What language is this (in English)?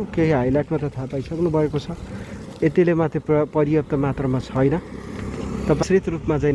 Nepali